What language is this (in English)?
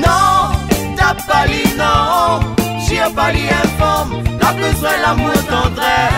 Réunion Creole French